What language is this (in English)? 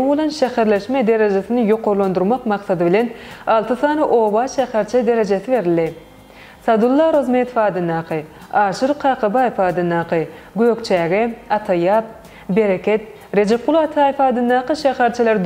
Turkmen